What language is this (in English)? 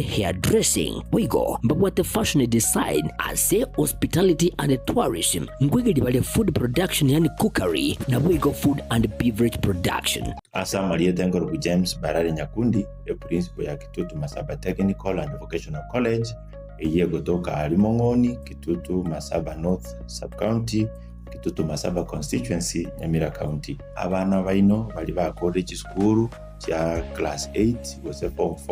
Gusii